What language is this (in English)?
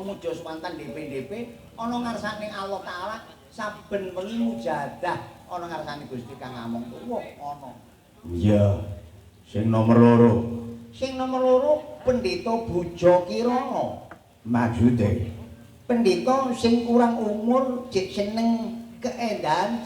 Javanese